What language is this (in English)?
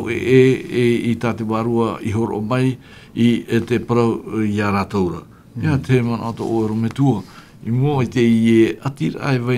Tahitian